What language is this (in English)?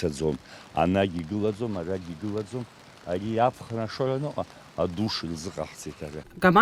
Abkhazian